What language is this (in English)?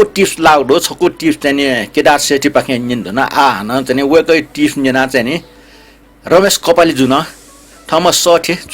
Newari